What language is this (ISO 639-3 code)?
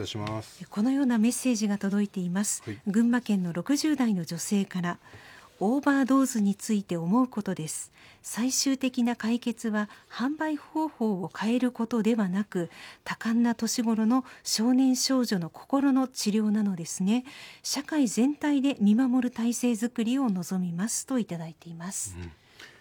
jpn